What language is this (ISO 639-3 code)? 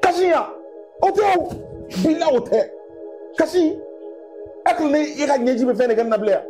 bam